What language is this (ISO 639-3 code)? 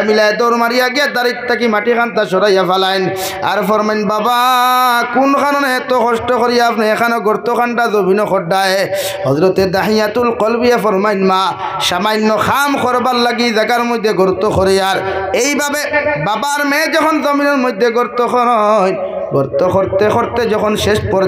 syl